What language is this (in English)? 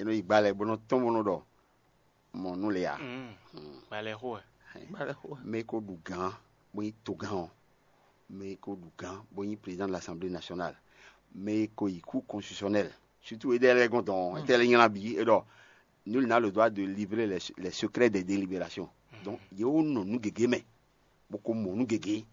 Fon